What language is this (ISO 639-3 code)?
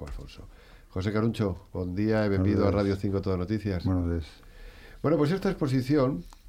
glg